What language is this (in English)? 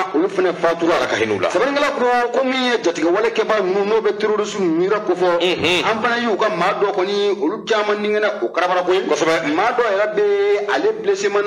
Bambara